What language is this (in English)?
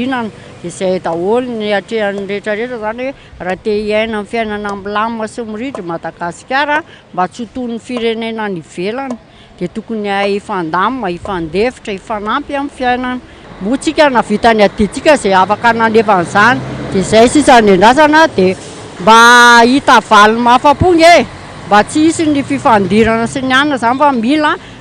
Malagasy